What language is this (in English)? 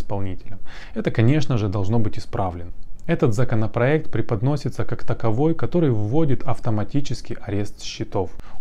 Russian